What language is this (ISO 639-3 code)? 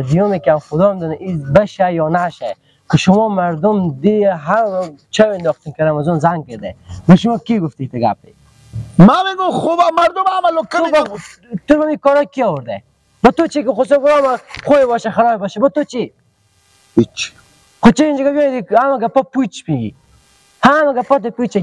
fas